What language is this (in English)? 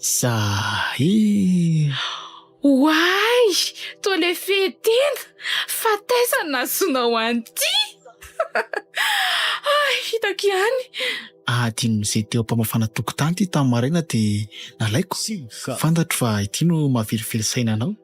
Malagasy